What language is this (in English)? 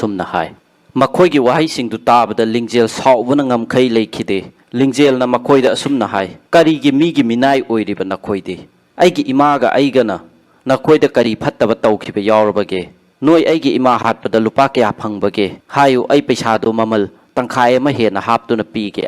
Manipuri